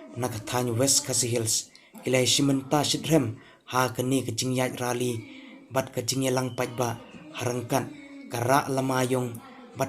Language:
Khasi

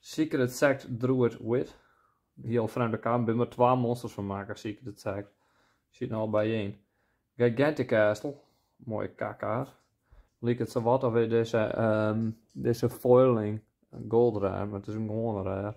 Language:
Western Frisian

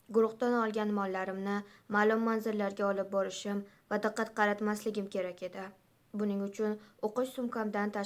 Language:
Uzbek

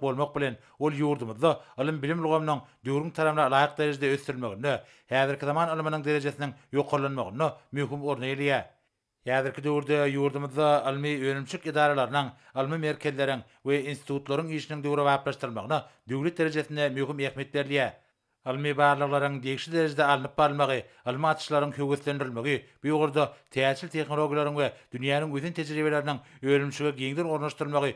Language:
Turkmen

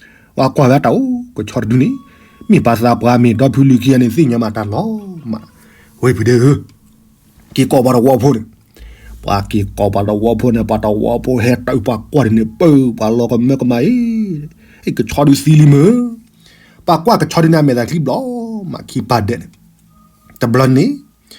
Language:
S'gaw Karen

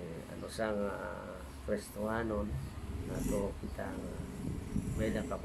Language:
Waray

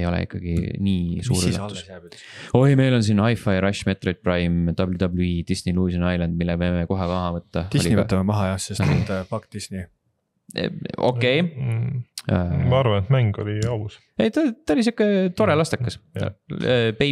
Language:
Estonian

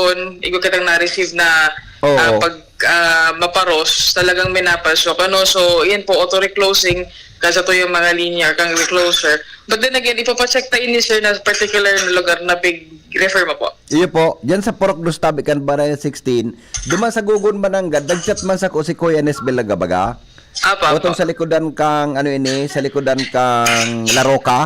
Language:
Bikol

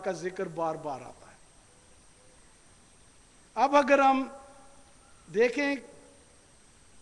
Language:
Urdu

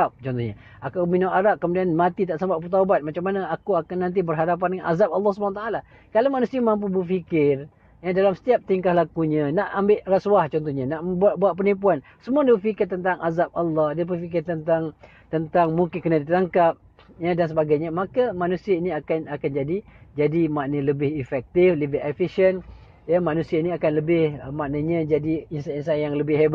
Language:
Malay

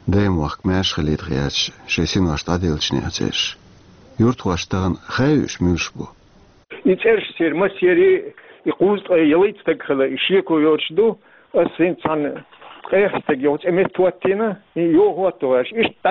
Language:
Chechen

